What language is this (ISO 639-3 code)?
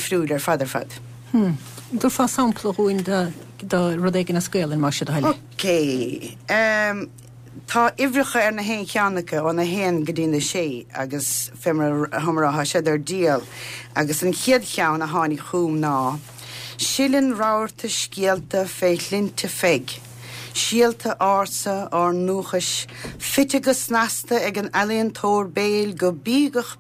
gle